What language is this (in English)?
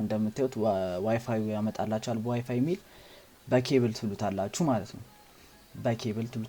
Amharic